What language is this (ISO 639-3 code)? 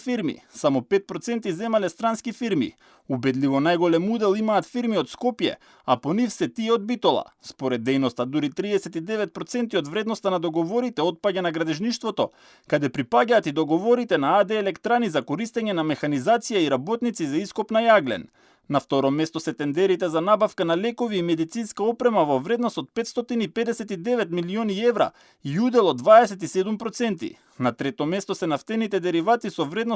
mkd